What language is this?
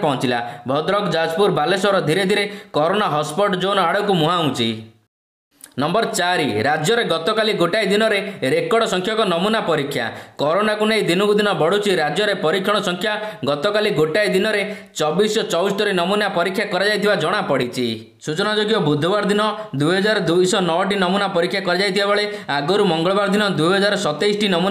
Odia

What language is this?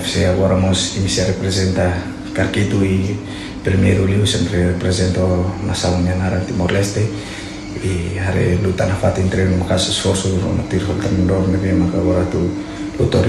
Tetum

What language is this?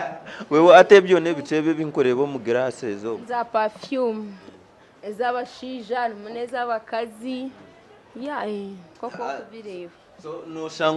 Nyankole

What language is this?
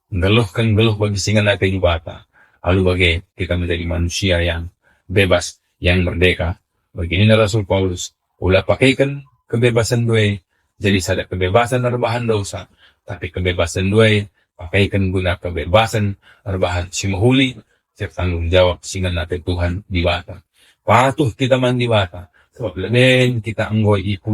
Batak Karo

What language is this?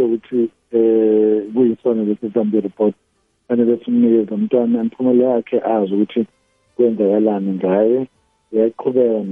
South Ndebele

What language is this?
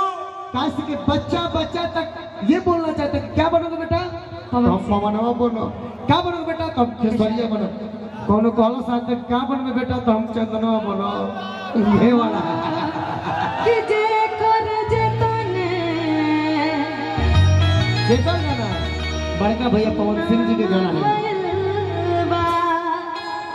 Bhojpuri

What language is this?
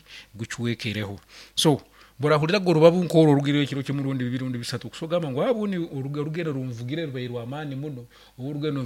Nyankole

